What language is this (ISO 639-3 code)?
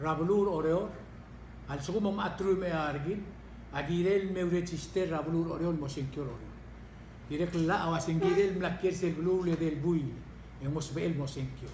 pau